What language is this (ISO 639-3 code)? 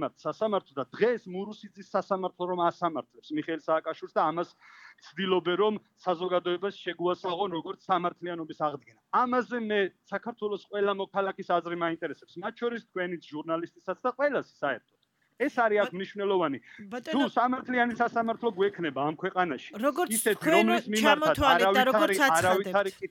kat